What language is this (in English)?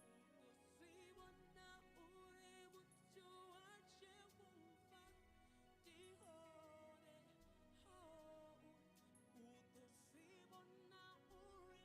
Venda